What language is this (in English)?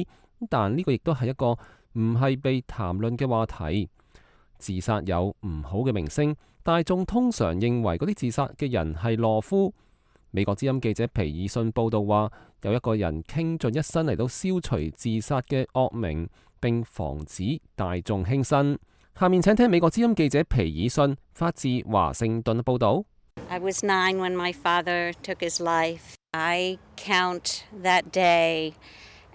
Cantonese